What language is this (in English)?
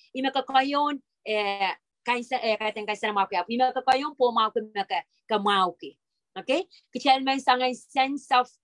Pohnpeian